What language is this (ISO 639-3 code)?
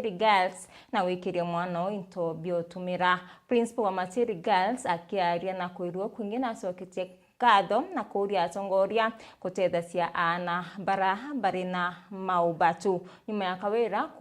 mer